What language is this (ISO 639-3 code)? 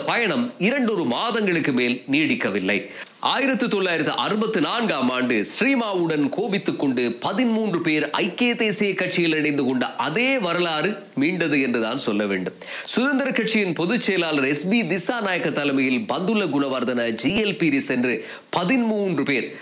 tam